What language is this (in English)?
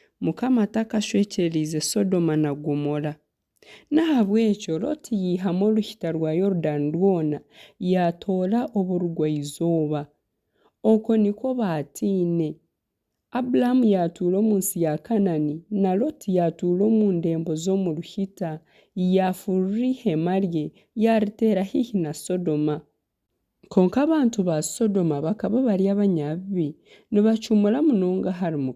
Nyankole